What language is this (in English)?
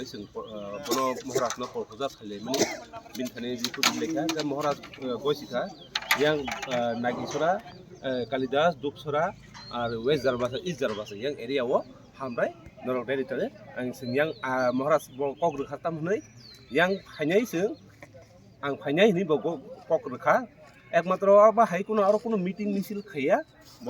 Kok Borok